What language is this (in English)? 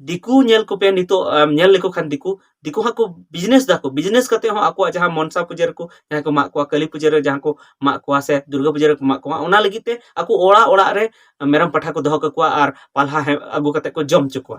Santali